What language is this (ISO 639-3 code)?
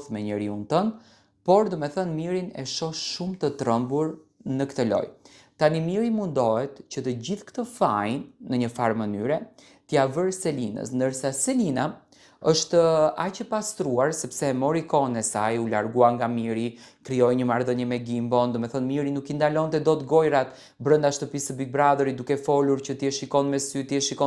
sqi